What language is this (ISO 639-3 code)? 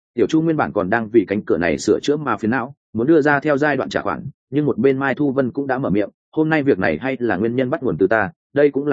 vie